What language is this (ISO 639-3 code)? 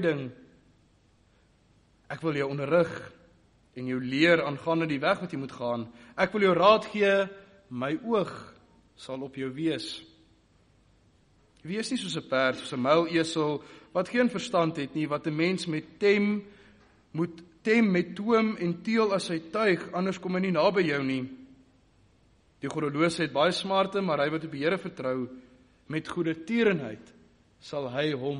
afr